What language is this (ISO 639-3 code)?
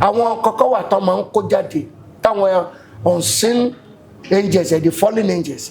yor